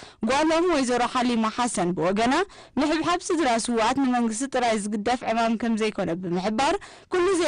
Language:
Tigrinya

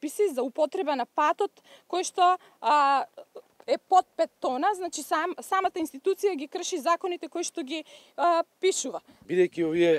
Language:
Macedonian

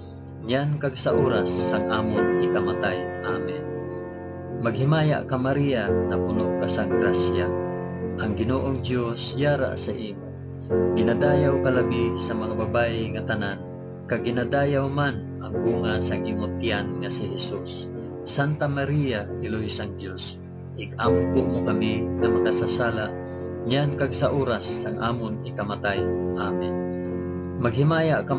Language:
Hiligaynon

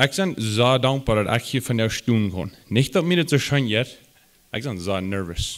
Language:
Plautdietsch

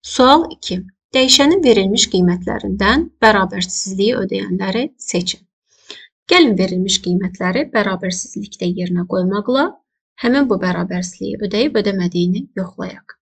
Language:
Azerbaijani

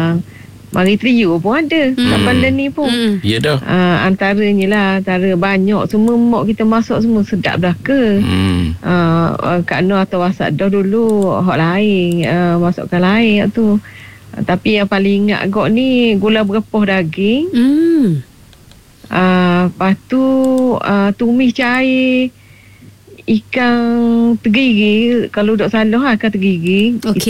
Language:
Malay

